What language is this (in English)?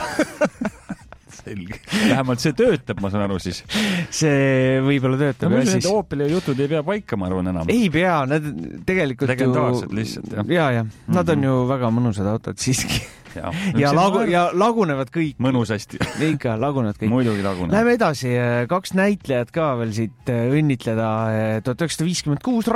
Estonian